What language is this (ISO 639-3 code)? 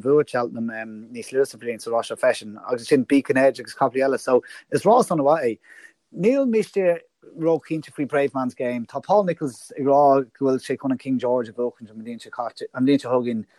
gle